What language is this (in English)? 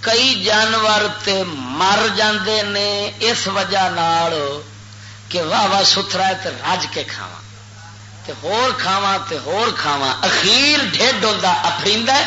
Western Panjabi